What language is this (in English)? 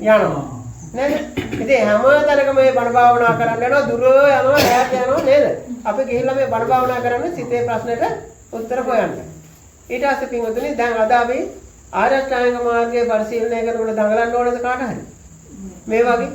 Sinhala